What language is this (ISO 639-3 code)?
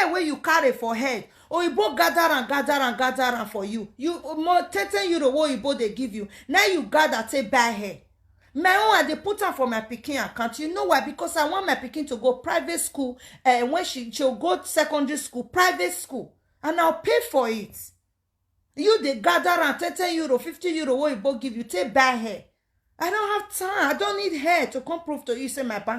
pcm